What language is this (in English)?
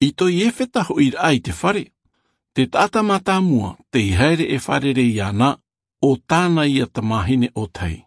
Tahitian